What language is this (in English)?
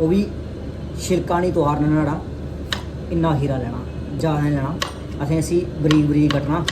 Dogri